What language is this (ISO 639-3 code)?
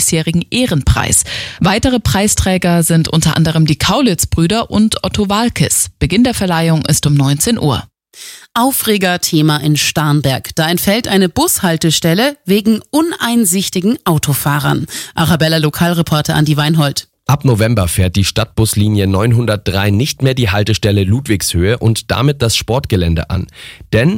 deu